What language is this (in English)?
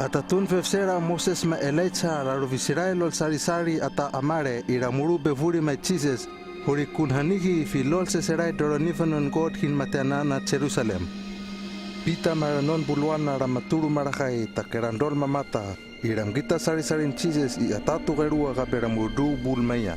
Hano